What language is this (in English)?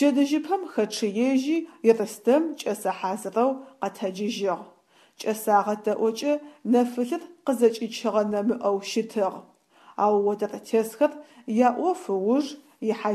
Adyghe